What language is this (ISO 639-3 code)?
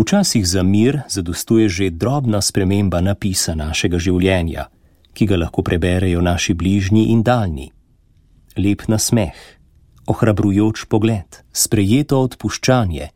slv